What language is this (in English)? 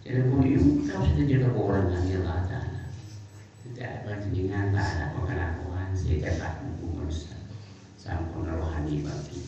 Madurese